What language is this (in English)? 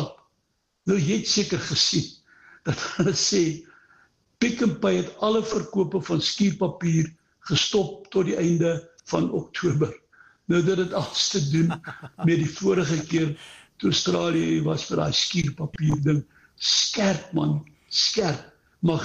Afrikaans